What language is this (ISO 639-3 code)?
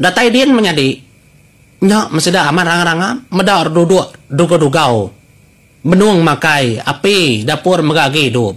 iba